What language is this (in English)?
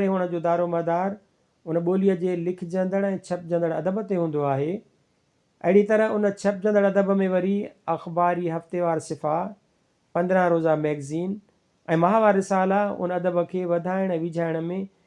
Sindhi